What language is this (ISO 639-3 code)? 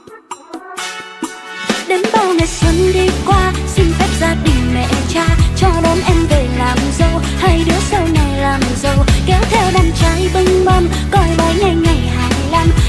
vie